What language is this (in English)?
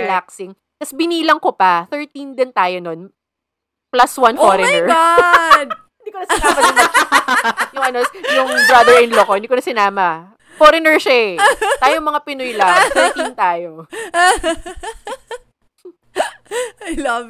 Filipino